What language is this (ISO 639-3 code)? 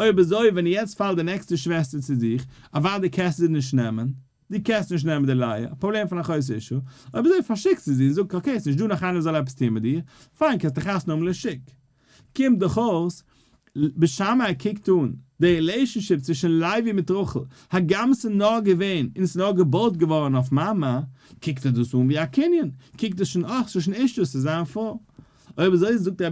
yid